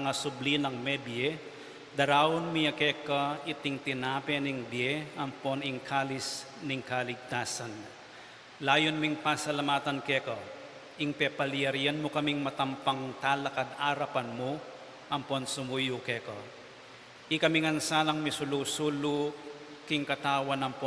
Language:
Pampanga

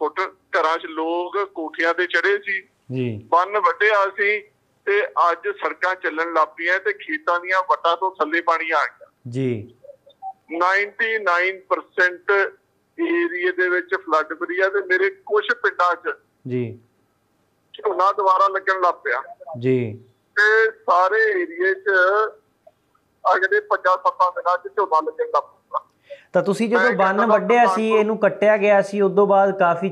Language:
Punjabi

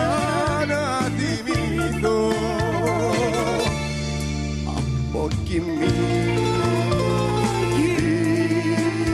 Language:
Greek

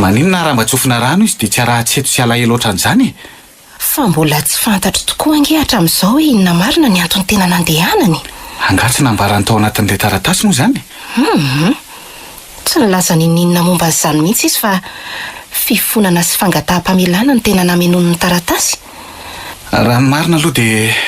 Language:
Malagasy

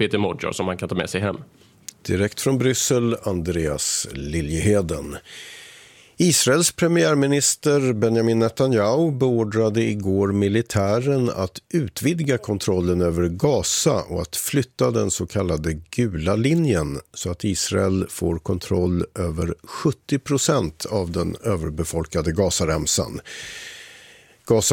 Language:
Swedish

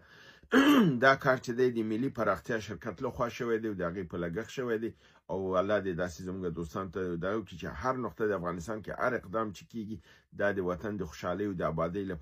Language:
Pashto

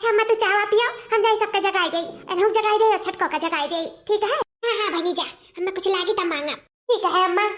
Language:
Awadhi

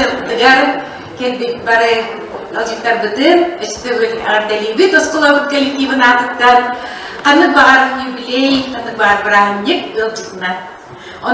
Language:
Yakut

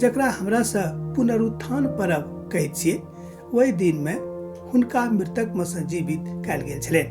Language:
Maithili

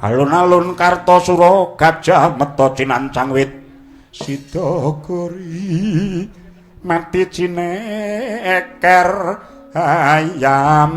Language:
Javanese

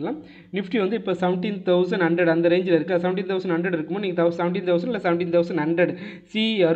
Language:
Tamil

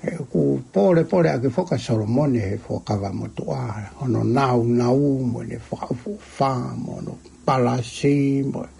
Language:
Tongan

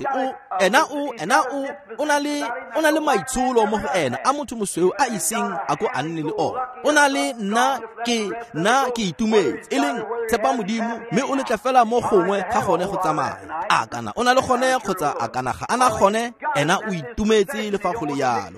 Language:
Tswana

